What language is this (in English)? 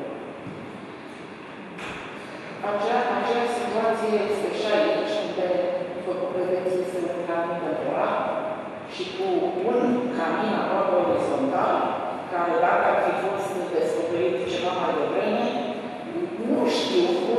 Romanian